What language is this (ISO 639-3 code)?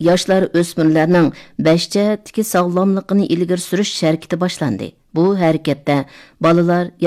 uig